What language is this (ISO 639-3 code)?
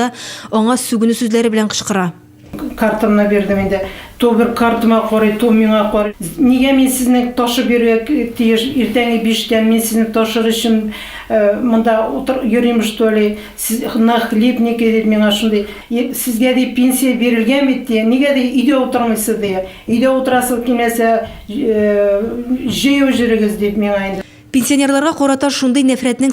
tat